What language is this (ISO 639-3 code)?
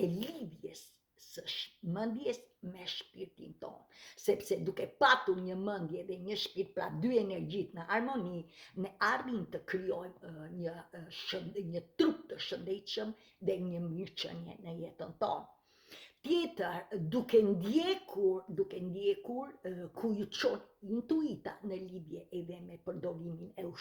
sqi